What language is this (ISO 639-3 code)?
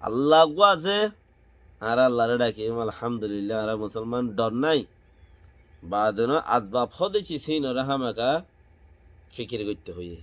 rhg